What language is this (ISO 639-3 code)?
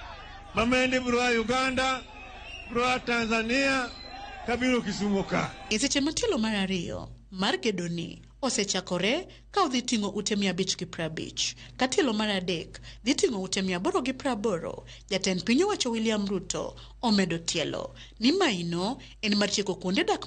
luo